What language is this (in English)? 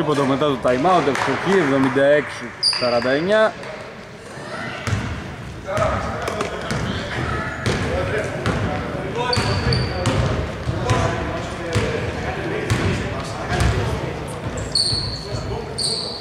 Greek